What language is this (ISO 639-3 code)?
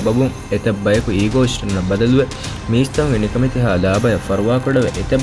div